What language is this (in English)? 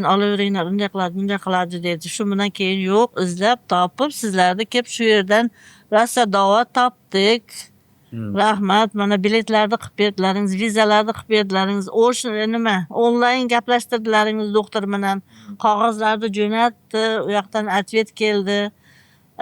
Uzbek